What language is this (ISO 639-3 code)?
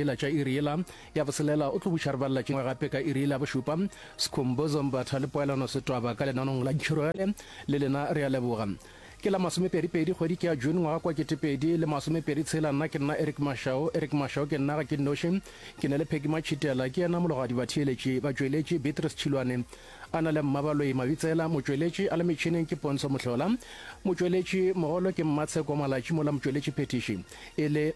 nso